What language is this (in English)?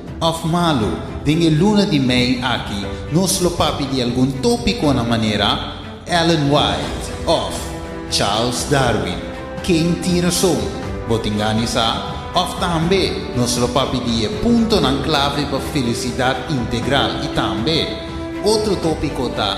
Papiamento